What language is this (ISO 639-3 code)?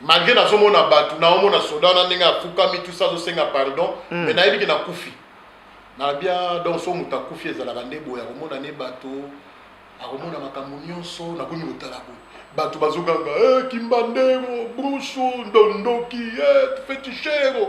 lin